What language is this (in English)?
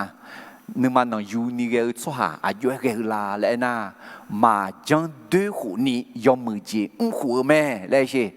Akha